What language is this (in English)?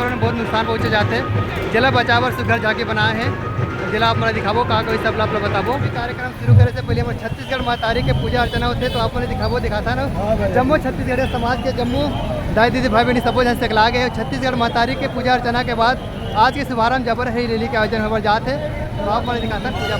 Chhattisgarhi